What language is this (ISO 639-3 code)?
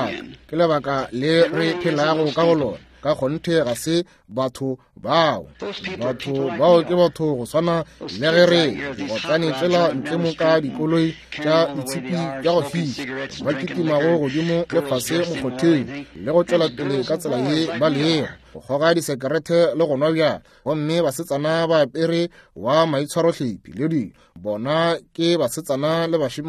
nso